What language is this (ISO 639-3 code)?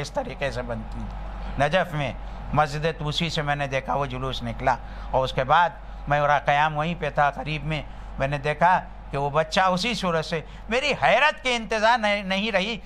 urd